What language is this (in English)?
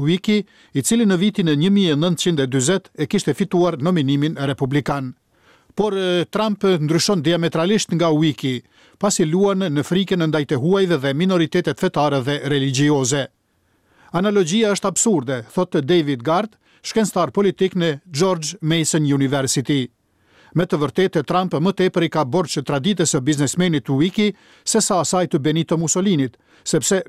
Albanian